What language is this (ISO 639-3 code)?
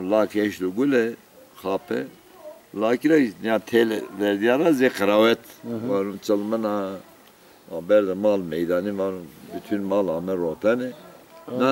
zza